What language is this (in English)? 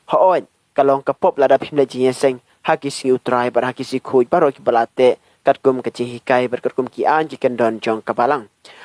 Khasi